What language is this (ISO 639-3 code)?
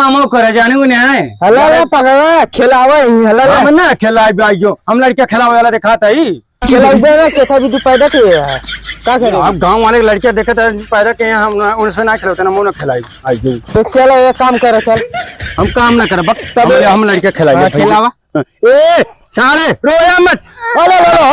awa